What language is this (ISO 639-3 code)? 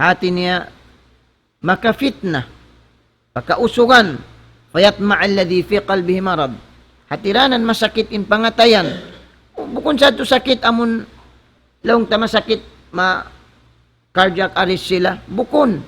tsg